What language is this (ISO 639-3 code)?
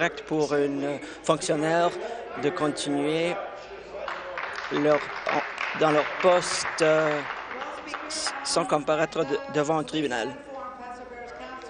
fra